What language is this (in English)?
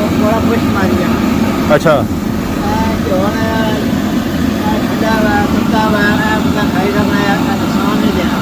Pahari-Potwari